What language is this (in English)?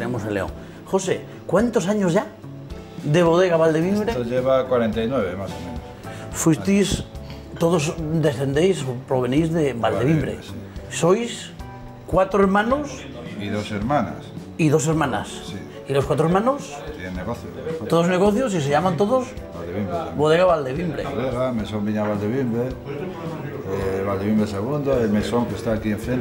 Spanish